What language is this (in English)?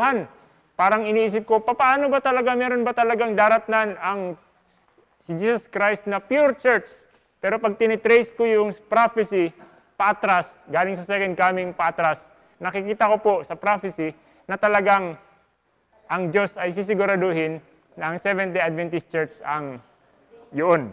Filipino